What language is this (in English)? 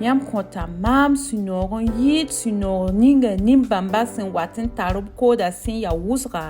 Mossi